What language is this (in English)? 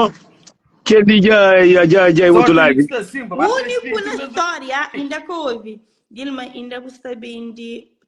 Kabuverdianu